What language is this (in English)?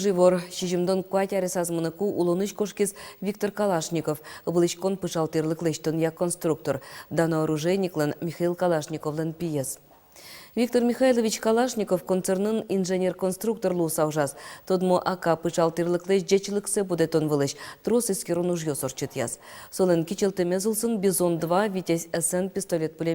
Udmurt